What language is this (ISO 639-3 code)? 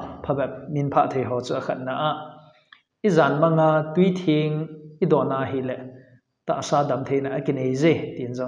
tcz